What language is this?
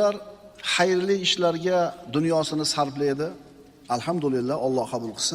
Uzbek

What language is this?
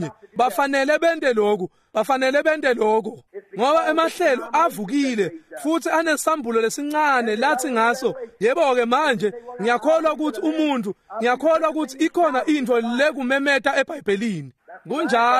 Swati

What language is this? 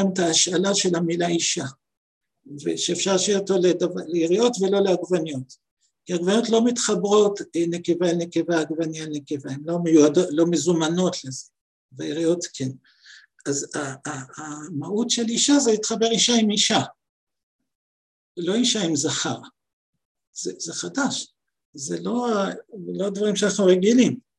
Hebrew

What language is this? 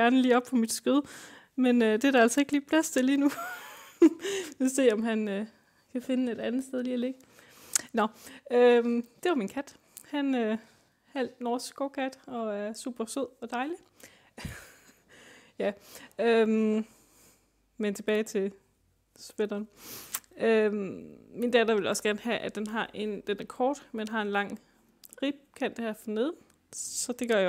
Danish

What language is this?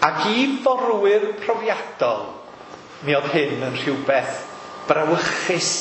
Welsh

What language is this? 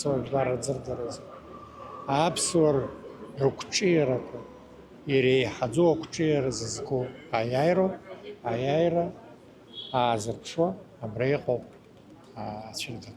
Abkhazian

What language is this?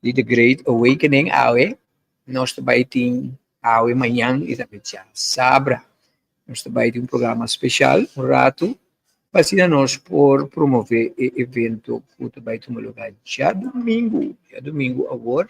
Papiamento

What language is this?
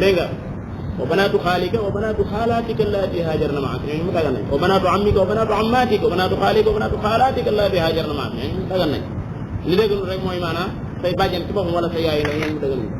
Wolof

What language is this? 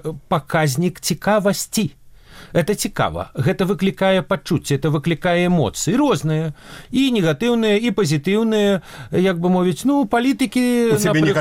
Belarusian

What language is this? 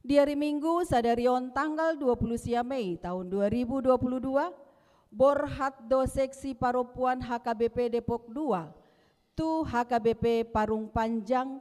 Batak Toba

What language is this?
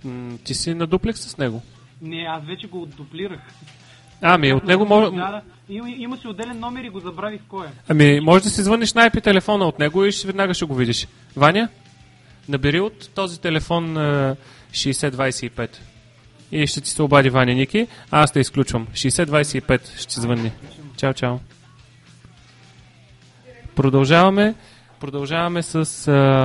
Bulgarian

